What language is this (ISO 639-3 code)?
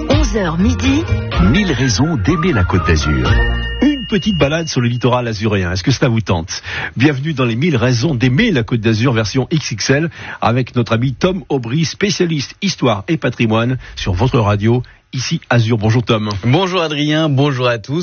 fra